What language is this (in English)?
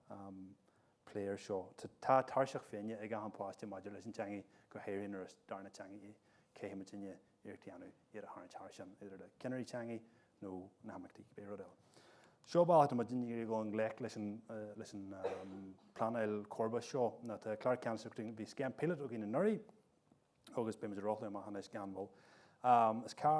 Irish